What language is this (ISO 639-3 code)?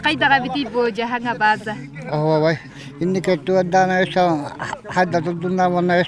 sah